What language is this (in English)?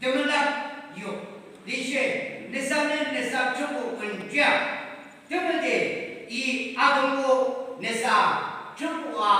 Yimchungru Naga